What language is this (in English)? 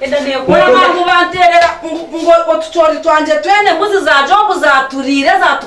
Nyankole